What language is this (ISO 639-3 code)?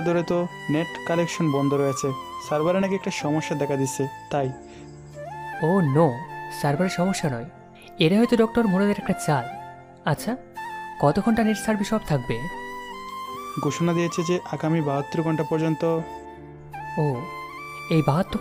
ben